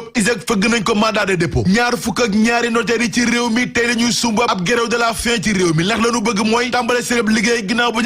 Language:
Wolof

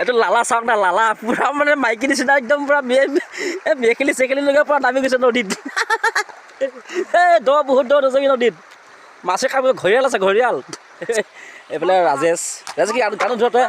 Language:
Assamese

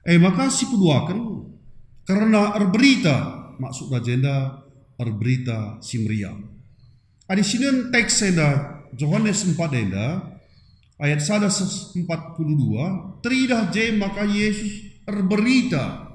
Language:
Batak Karo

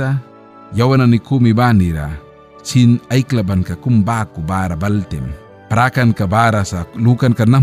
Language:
Mískito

